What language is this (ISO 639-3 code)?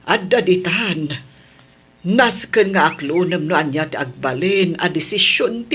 ilo